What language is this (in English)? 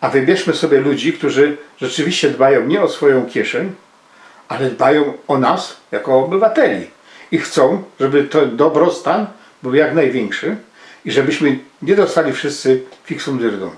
Silesian